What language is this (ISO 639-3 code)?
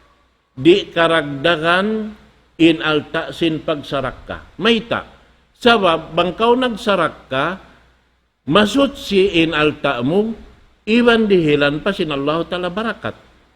tsg